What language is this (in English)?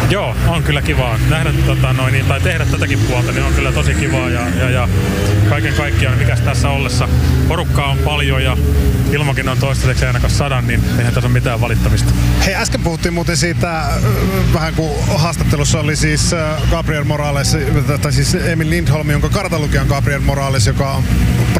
Finnish